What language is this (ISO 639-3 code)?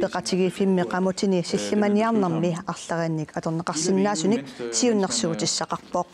kal